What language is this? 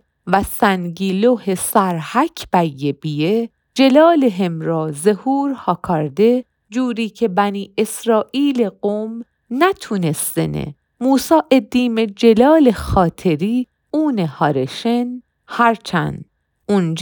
Mazanderani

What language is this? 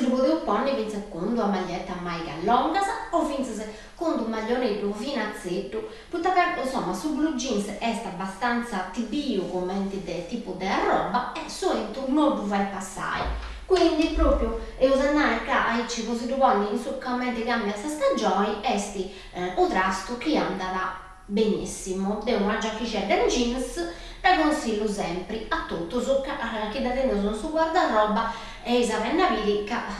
Sardinian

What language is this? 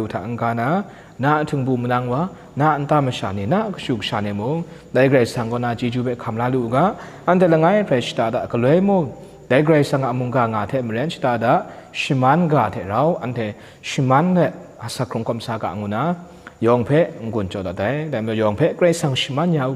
Kachin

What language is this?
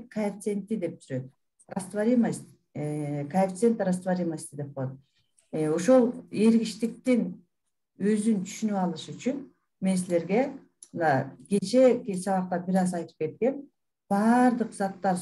Kyrgyz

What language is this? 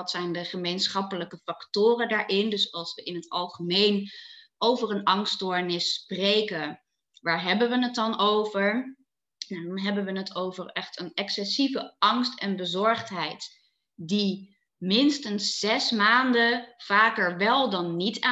Dutch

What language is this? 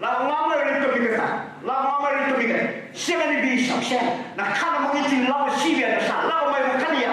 Fijian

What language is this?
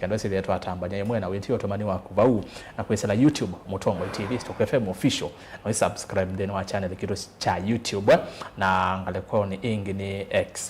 Kamba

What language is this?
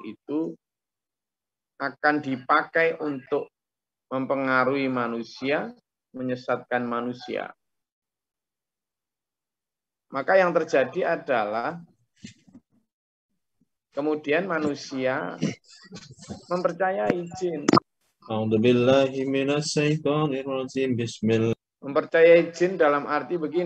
Indonesian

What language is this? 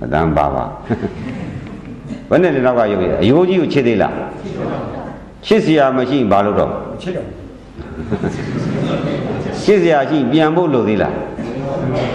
Burmese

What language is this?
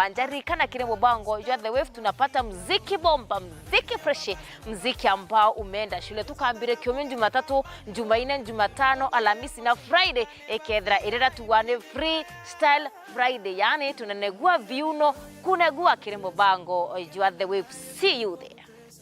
Meru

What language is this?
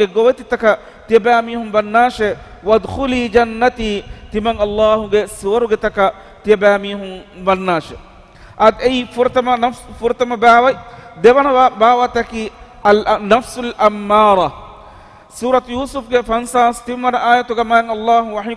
Divehi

